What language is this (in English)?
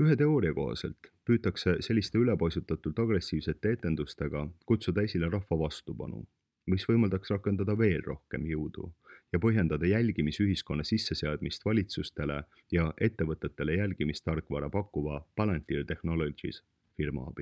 Estonian